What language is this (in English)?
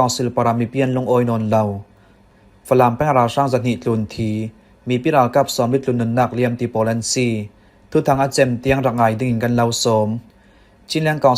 Falam Chin